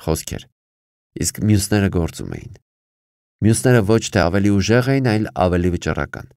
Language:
Armenian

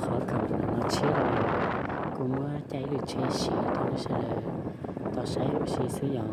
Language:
Hmong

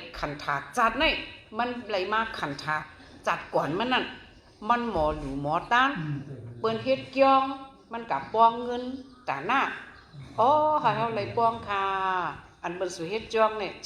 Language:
Shan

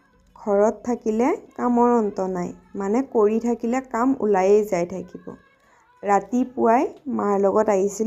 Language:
Assamese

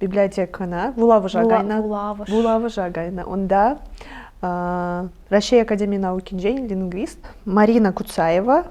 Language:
Chuvash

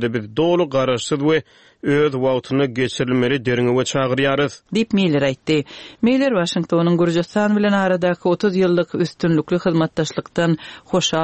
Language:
Turkmen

